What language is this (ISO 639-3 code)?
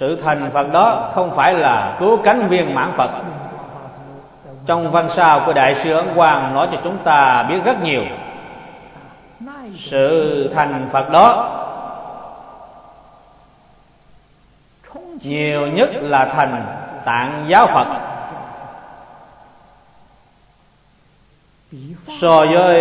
vie